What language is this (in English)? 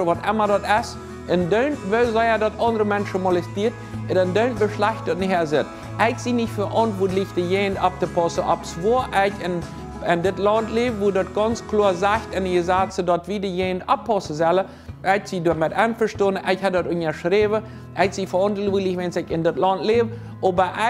Plautdietsch